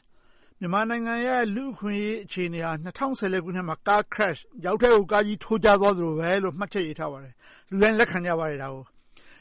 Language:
Burmese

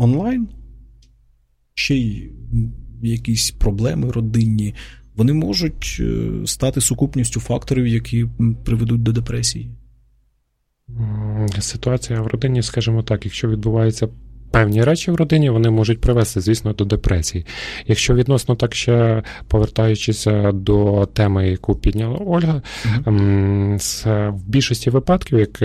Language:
Ukrainian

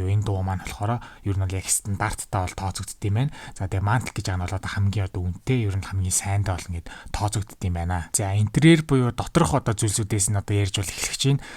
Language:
Mongolian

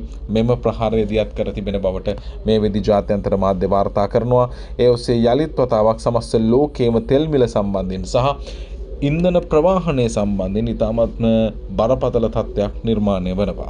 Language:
Sinhala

